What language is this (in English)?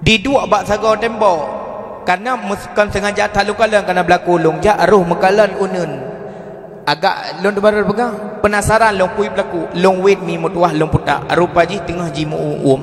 Achinese